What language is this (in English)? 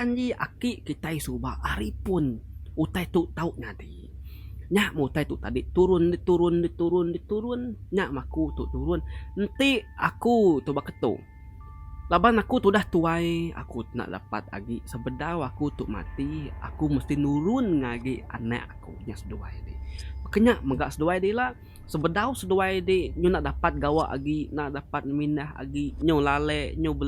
Iban